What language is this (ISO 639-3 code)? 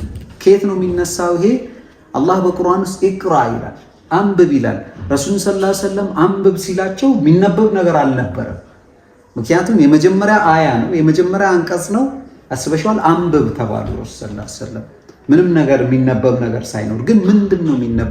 amh